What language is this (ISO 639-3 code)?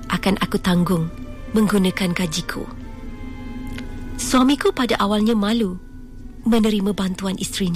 msa